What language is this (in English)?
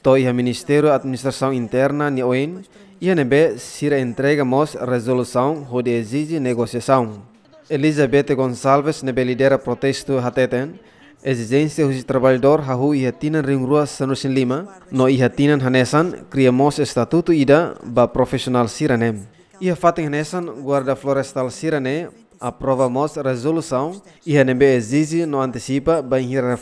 Tetum